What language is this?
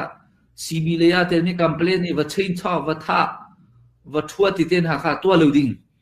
Hakha Chin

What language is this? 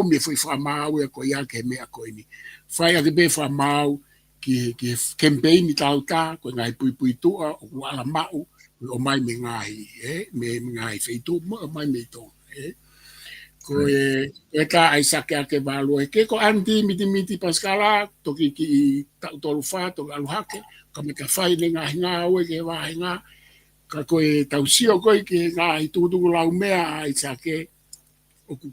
Tongan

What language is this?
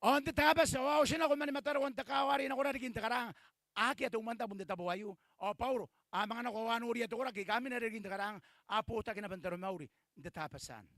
Gilbertese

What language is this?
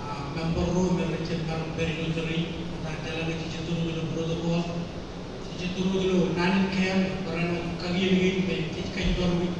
Marshallese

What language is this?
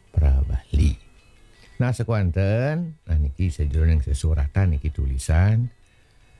Balinese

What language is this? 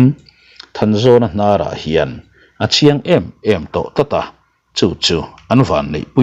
Mizo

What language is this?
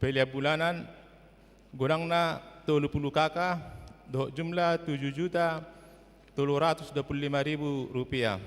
Batak Toba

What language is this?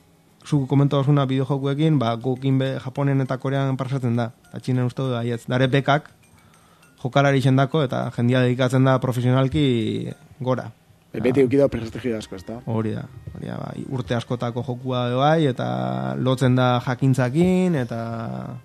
Basque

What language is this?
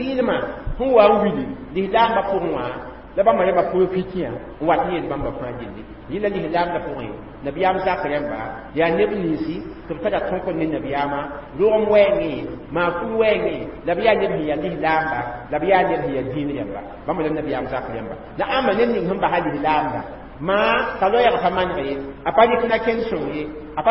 Mossi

